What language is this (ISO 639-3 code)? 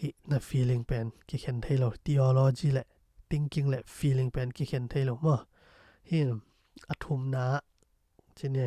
ctd